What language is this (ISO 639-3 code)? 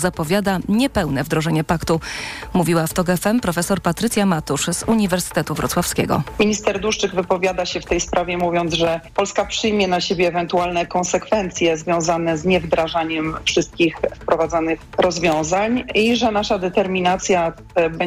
pol